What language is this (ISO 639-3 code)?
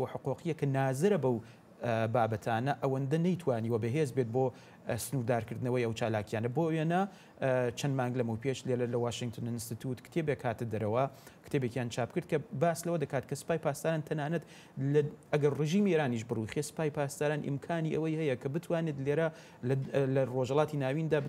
ckb